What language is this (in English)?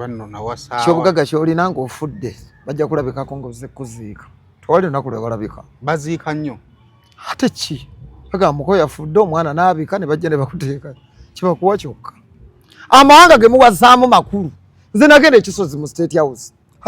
Ganda